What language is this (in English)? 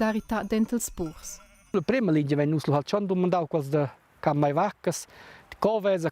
Romansh